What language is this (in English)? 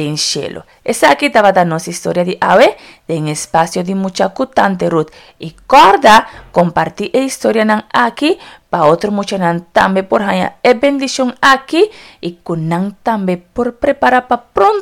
Papiamento